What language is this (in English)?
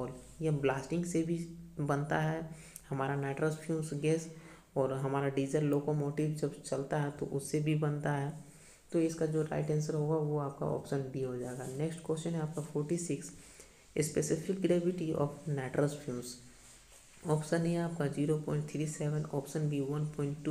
Hindi